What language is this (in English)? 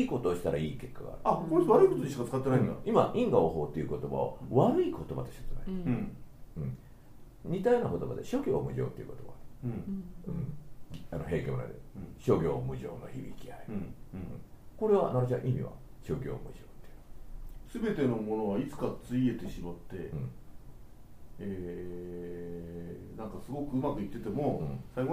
Japanese